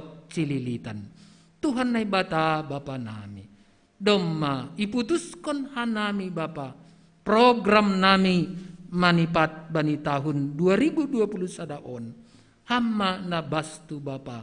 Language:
Batak Simalungun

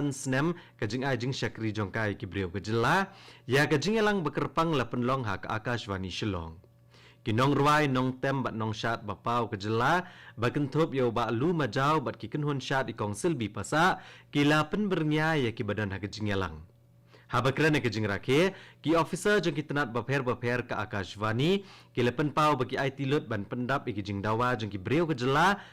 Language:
Khasi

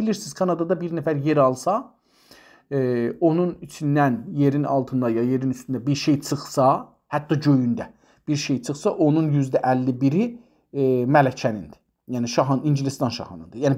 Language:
South Azerbaijani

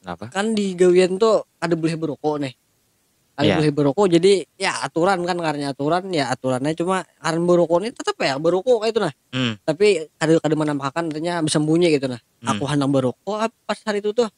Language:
Banjar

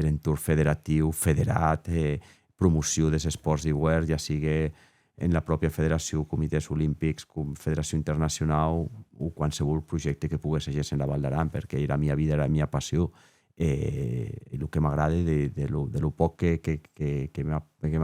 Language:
Occitan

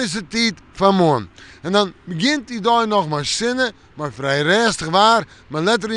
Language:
Western Frisian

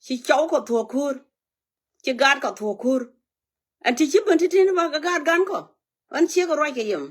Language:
Nuer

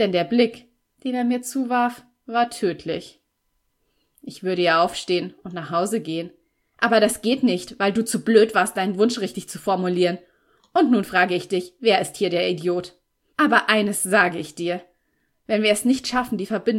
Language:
German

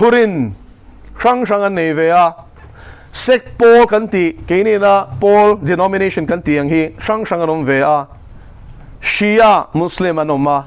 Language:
Mizo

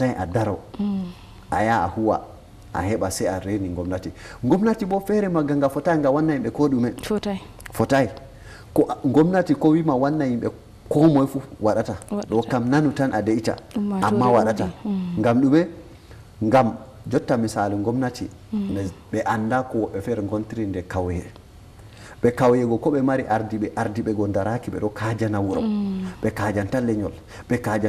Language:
Fula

